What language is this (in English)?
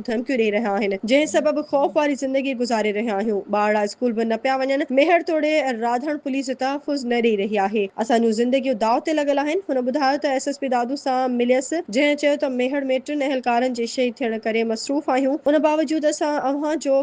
Sindhi